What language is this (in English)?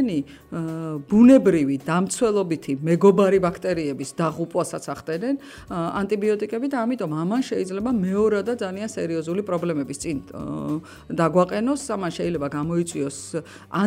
Georgian